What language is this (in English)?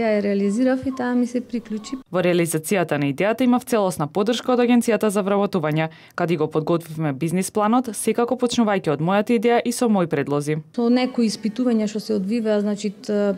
Macedonian